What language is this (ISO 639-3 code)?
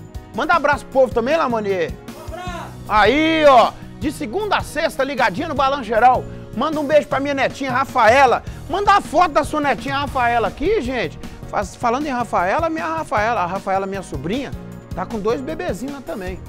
por